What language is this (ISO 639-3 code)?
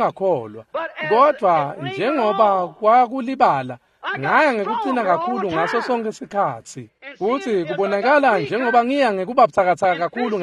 ssw